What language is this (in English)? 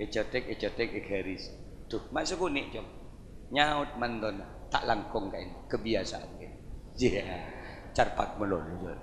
Madurese